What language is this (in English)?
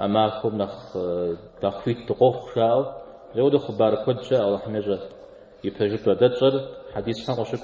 Kabardian